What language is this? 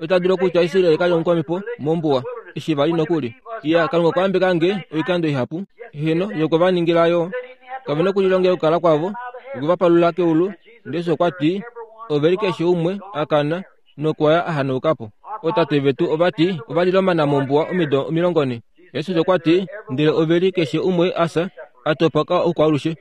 Kuanyama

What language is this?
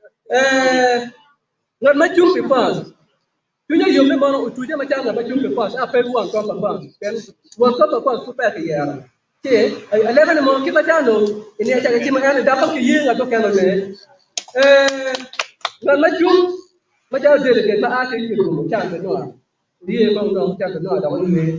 Acoli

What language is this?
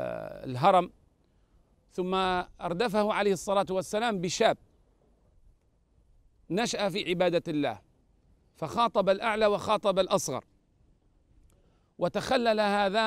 Arabic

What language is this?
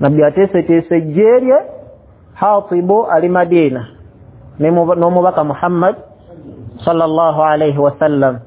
Ganda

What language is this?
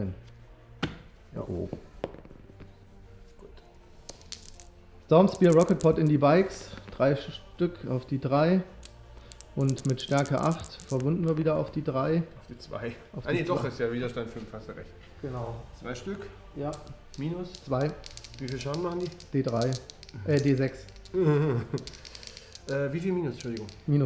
German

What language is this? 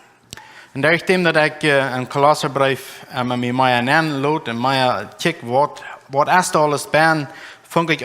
Plautdietsch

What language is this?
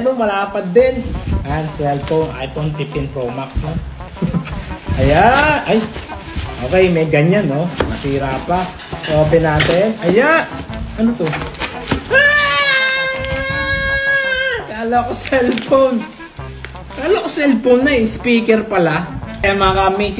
Filipino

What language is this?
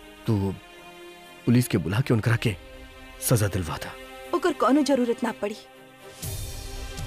Bhojpuri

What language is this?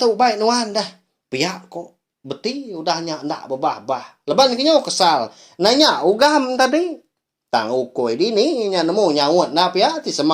Iban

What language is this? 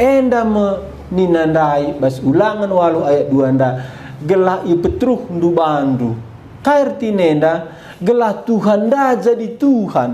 Batak Karo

